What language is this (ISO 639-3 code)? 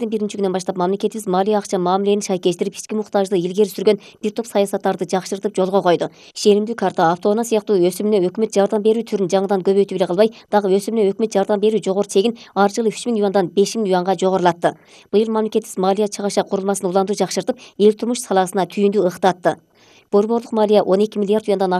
kir